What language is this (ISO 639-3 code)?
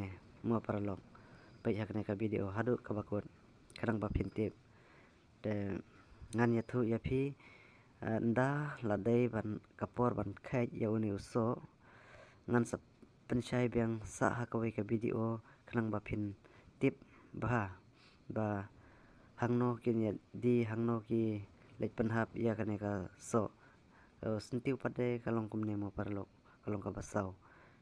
kha